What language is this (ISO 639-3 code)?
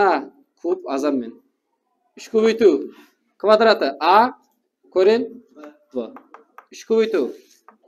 kaa